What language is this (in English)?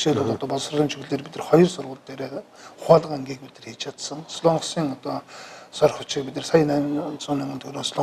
Mongolian